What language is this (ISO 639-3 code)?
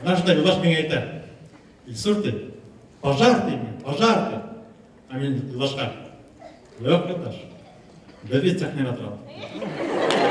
bak